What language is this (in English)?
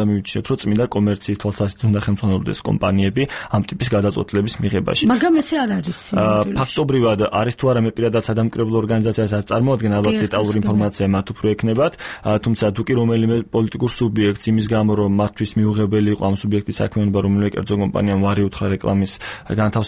Georgian